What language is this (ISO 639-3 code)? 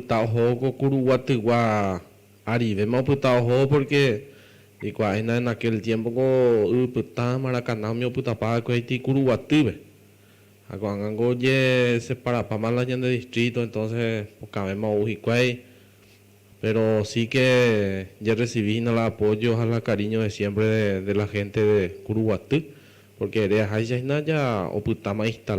grn